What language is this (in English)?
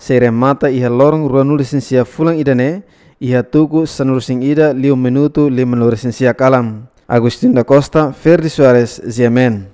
Tetum